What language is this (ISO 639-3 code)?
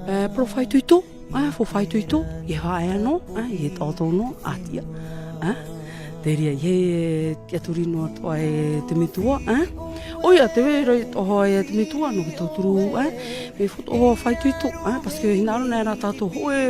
tah